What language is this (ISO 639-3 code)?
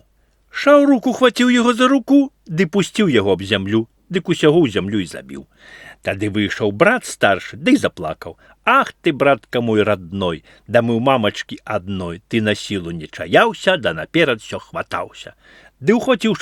bel